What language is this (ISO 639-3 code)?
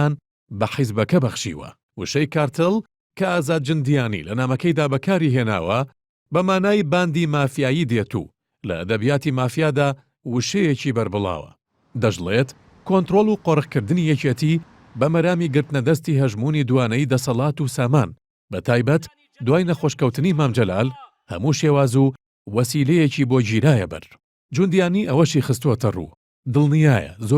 ckb